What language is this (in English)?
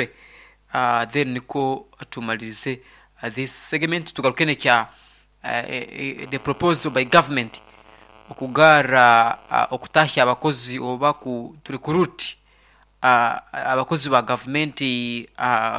Nyoro